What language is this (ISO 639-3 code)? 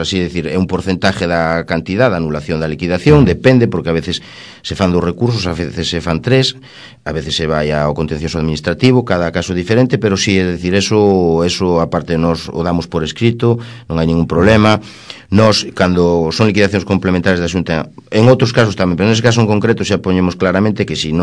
glg